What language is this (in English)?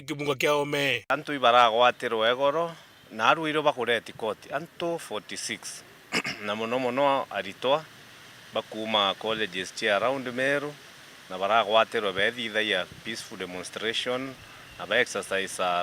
Meru